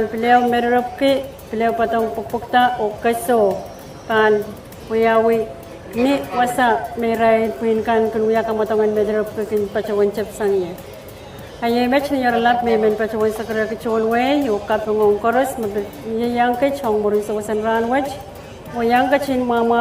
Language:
Pohnpeian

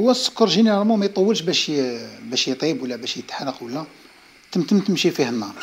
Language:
Algerian Arabic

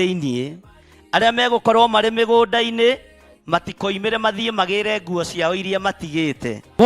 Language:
Kikuyu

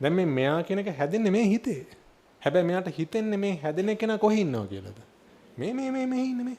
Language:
Sinhala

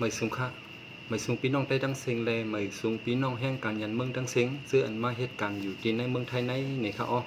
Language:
Shan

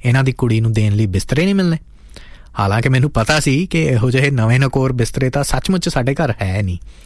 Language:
Punjabi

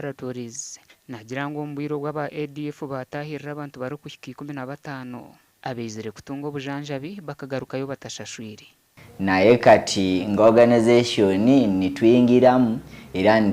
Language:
Nyankole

